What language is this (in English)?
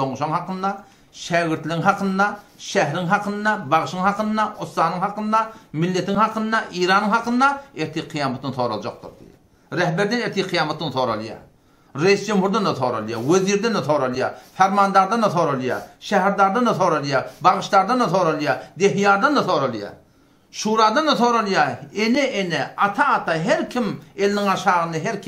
Turkmen